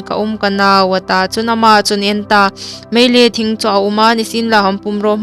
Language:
Hmar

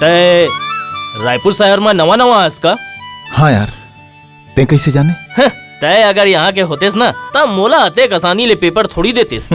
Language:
Chhattisgarhi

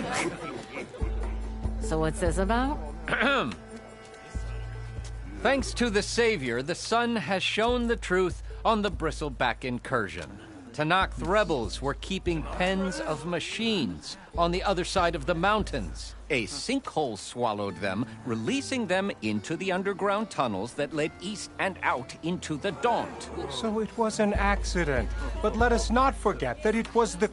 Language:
English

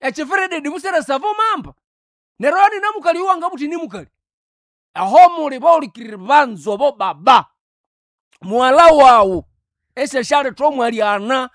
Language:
Nande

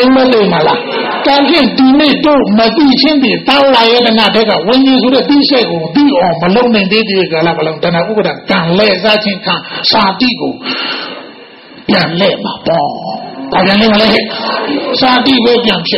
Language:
Burmese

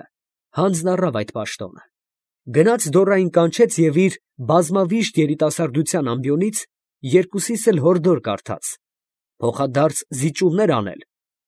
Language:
Armenian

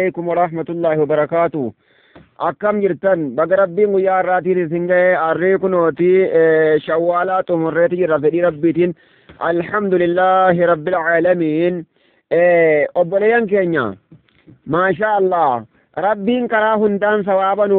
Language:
Oromo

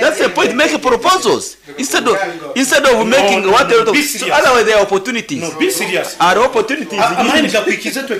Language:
Nyankole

